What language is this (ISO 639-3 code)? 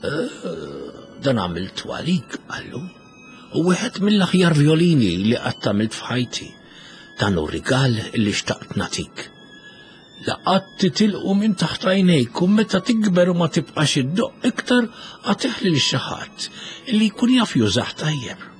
mlt